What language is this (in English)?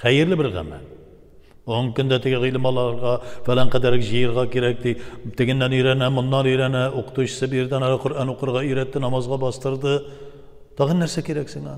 Tatar